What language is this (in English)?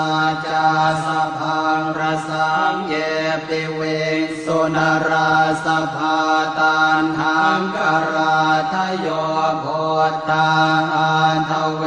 Pali